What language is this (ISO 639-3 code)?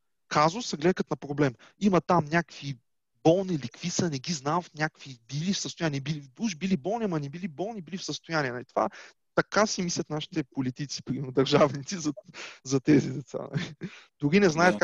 bul